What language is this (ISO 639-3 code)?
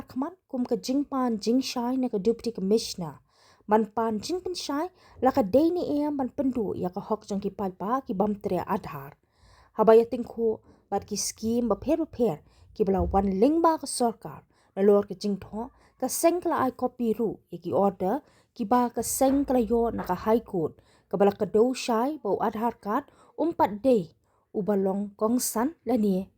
kha